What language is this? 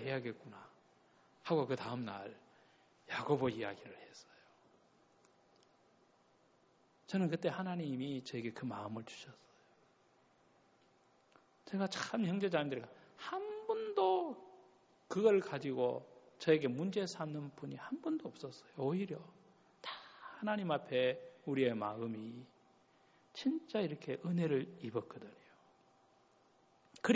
Korean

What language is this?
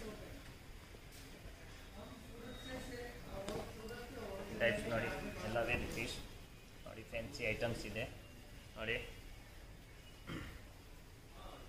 Kannada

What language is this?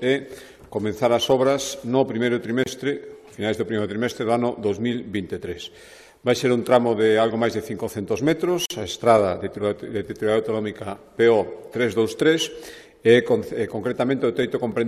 Galician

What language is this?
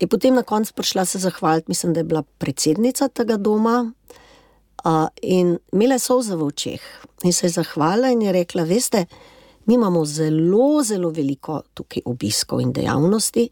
Slovenian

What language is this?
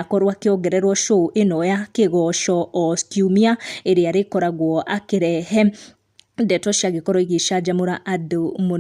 Kikuyu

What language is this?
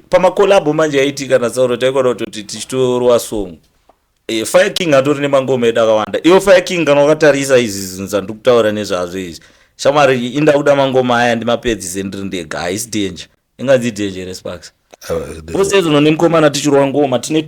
Shona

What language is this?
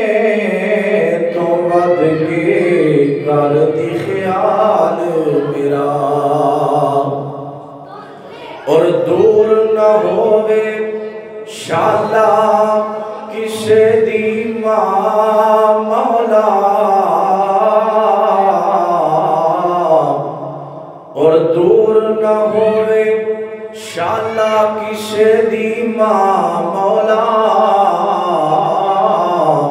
Western Panjabi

